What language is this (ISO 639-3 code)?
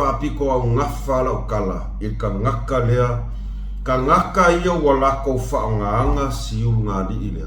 smo